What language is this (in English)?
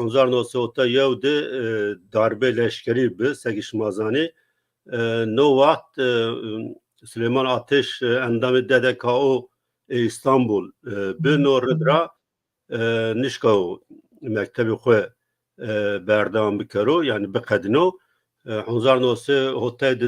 Zaza